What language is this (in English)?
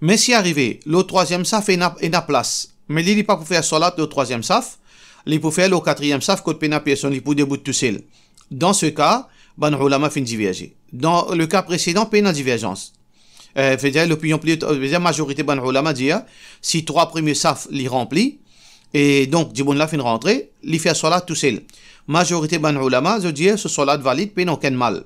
Morisyen